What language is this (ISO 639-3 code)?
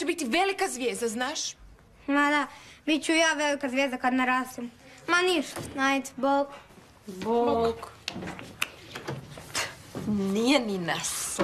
hrv